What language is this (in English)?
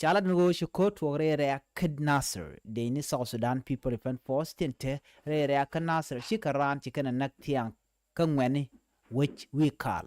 Nuer